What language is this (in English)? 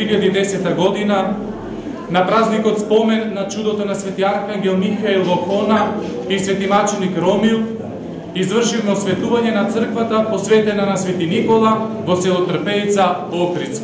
Macedonian